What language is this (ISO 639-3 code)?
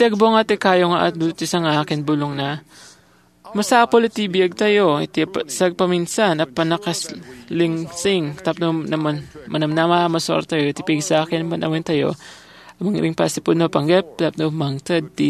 ilo